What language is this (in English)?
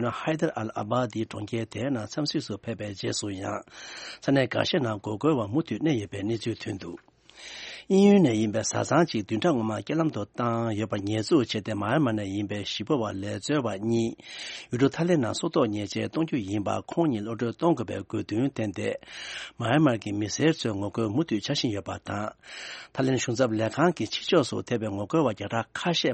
Tibetan